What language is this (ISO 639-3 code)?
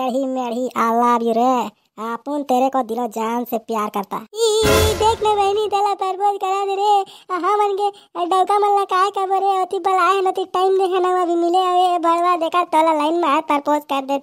hne